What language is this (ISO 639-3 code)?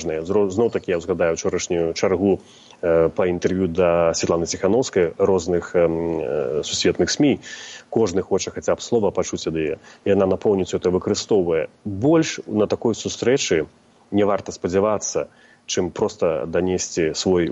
bel